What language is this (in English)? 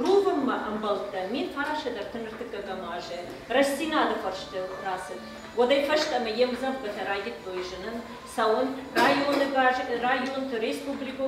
Ossetic